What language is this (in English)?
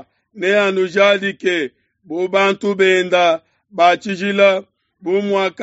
Luba-Lulua